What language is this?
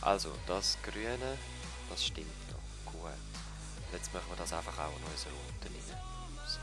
Swiss German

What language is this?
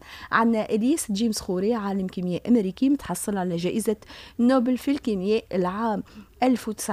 Tunisian Arabic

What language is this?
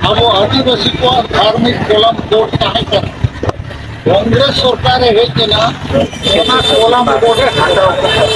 Santali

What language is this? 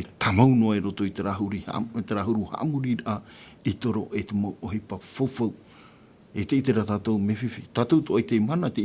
Tahitian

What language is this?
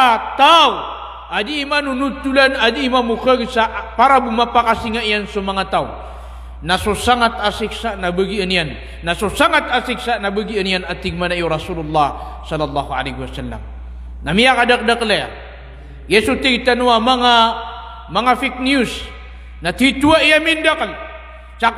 Maranao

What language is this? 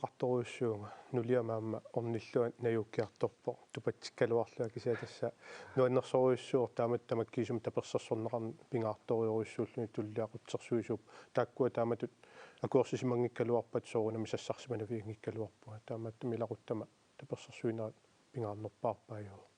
Kalaallisut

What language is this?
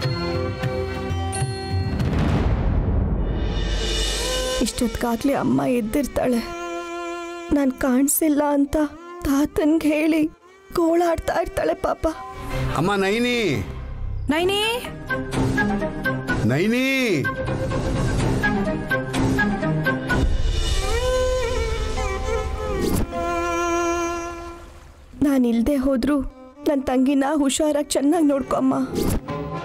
Kannada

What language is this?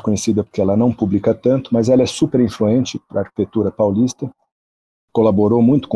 Portuguese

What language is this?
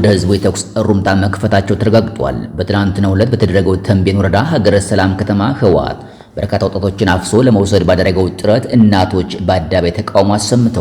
Amharic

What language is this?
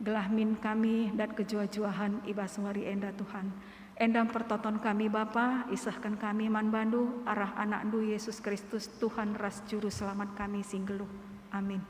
Batak Karo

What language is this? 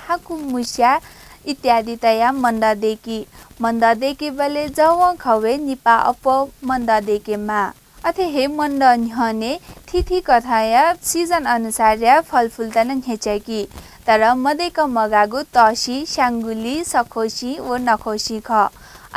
Newari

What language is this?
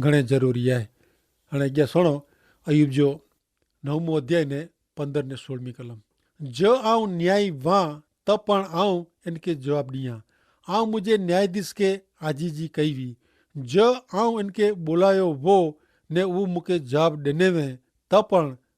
Kachhi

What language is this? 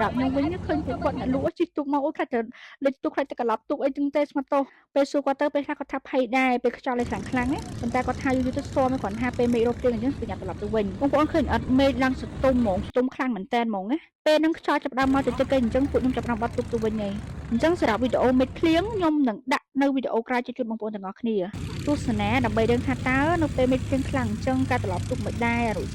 Khmer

